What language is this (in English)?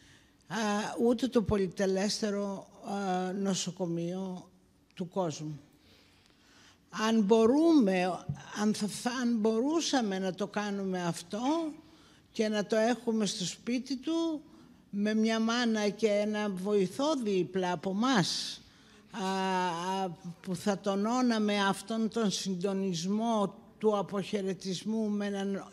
Greek